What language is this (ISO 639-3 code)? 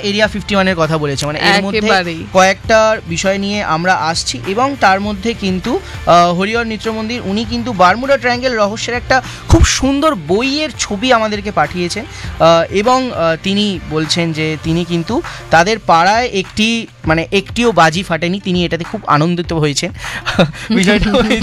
ben